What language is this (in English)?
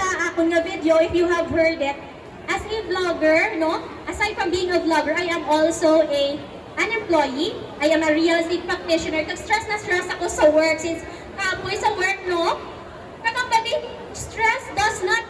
Hiligaynon